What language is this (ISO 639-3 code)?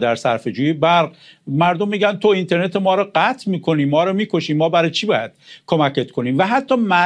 fas